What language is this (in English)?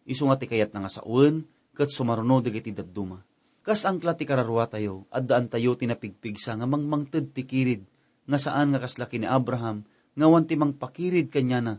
Iloko